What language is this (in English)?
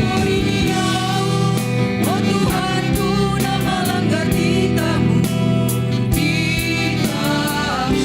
Batak Simalungun